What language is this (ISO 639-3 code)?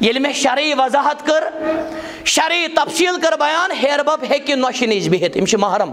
kas